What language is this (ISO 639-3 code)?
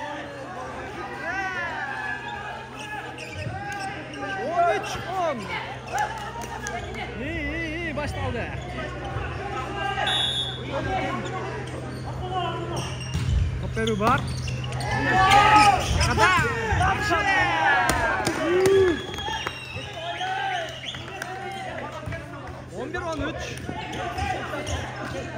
kir